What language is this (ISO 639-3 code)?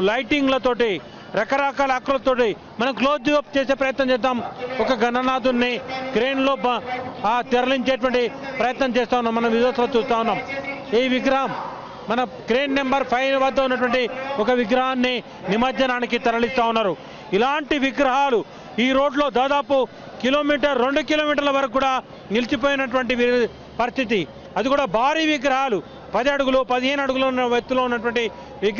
tel